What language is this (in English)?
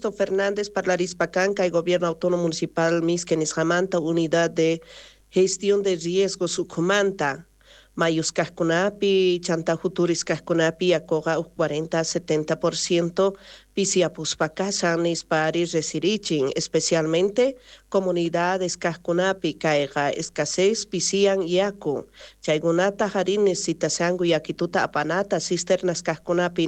South Bolivian Quechua